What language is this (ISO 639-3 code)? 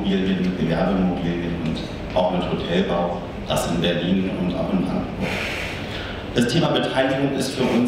deu